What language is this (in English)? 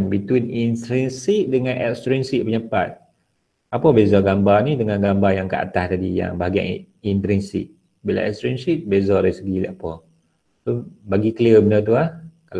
Malay